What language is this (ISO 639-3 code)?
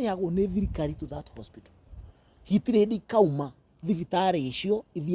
kik